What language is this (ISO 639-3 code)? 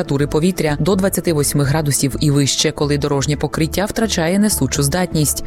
ukr